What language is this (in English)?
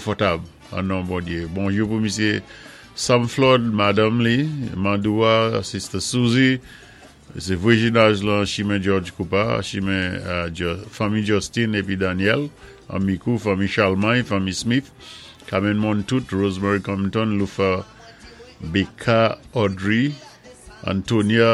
Saint Lucian Creole French